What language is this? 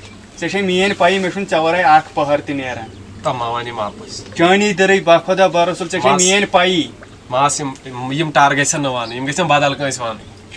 Kashmiri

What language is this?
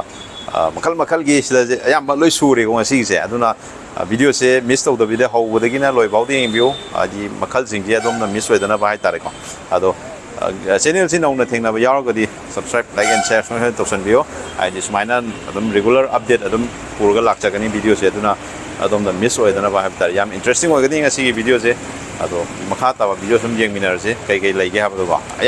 Manipuri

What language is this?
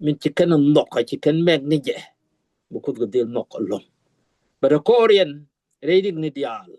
Nuer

